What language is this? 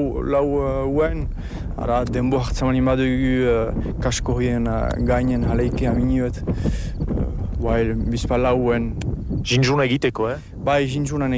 Basque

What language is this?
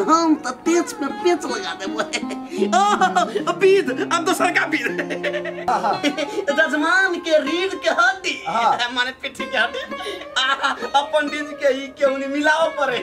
Maithili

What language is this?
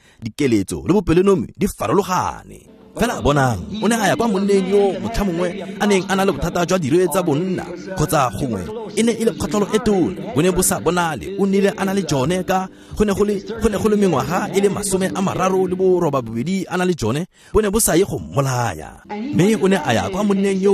Tswana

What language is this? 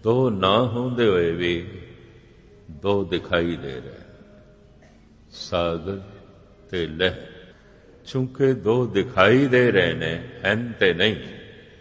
Punjabi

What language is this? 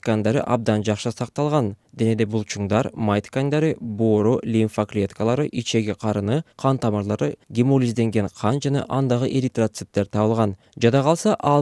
Kyrgyz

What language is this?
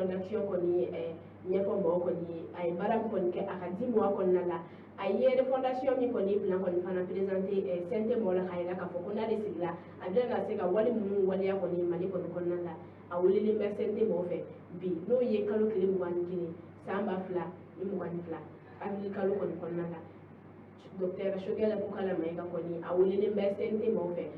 Bambara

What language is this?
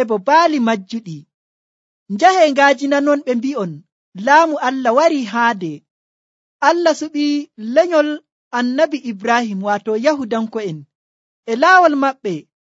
Nigerian Fulfulde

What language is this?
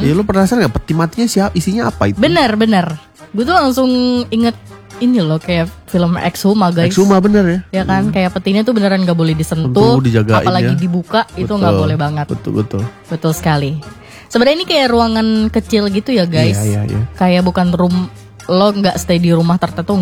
Indonesian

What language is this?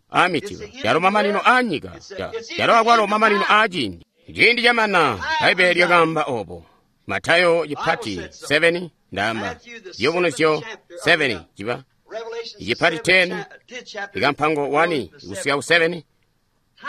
Tonga (Zambia)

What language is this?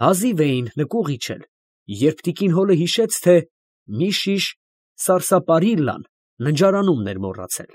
Armenian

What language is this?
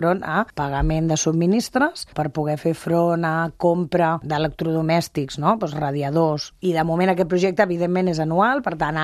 Catalan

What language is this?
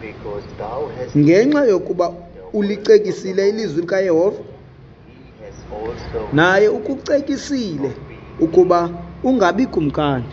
Xhosa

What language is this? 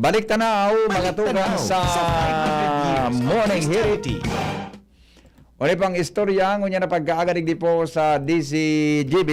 Bikol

